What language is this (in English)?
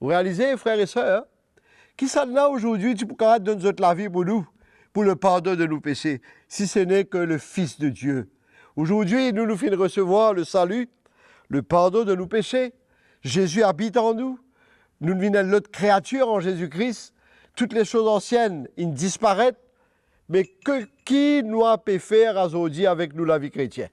Morisyen